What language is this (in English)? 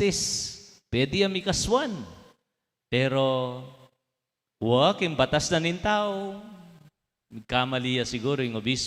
Pampanga